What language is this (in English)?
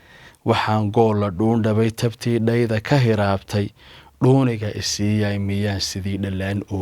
Somali